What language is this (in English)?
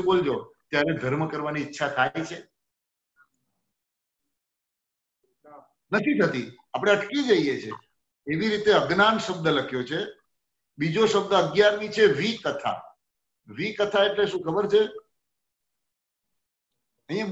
Gujarati